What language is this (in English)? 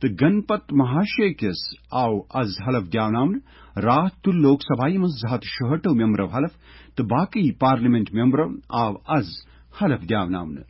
Kashmiri